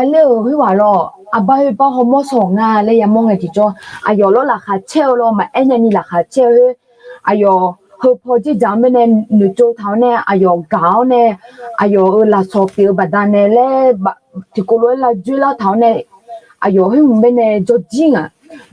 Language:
Akha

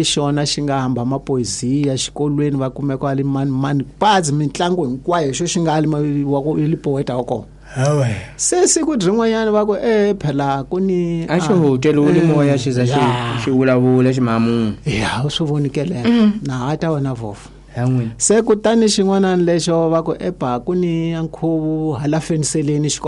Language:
Tsonga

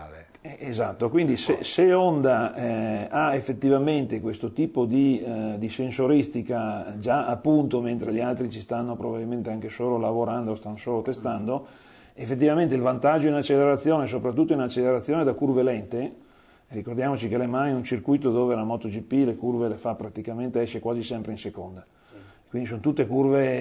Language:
Italian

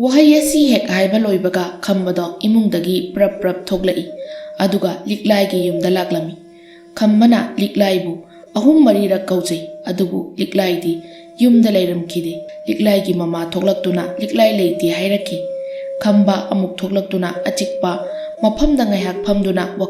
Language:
Manipuri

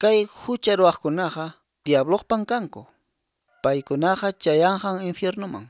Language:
Quechua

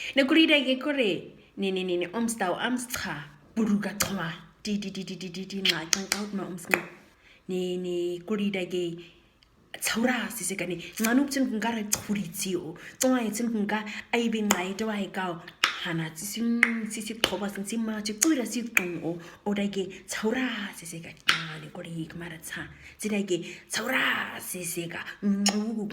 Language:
Nama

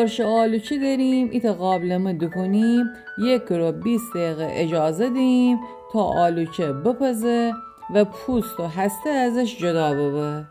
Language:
Gilaki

